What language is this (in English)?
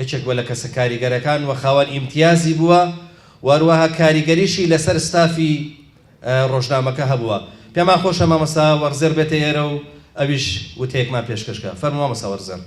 Central Kurdish